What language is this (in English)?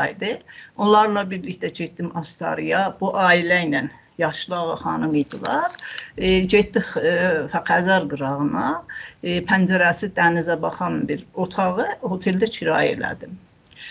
South Azerbaijani